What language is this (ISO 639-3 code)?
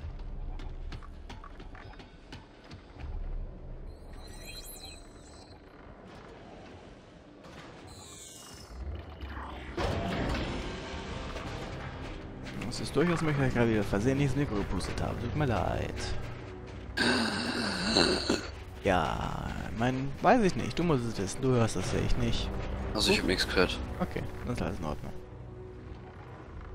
deu